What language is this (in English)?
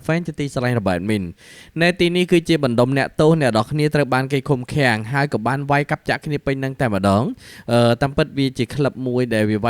Khmer